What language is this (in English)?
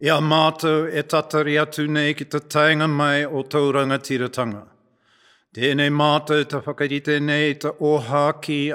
Māori